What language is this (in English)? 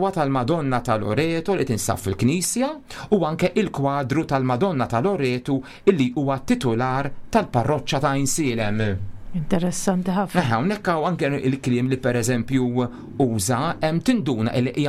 Maltese